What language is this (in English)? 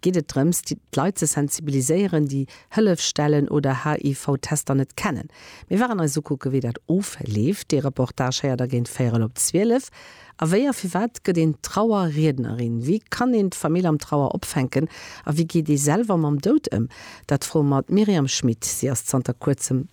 Luxembourgish